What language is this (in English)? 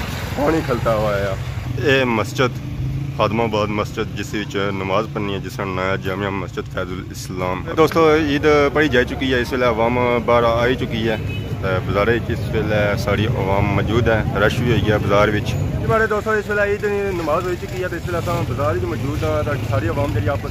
Pahari-Potwari